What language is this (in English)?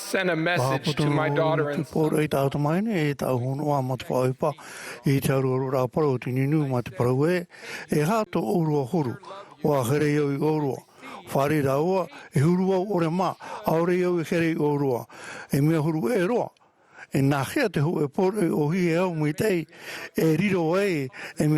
Tahitian